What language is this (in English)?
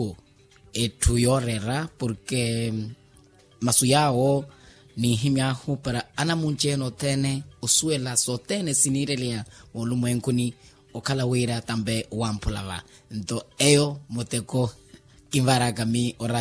Makhuwa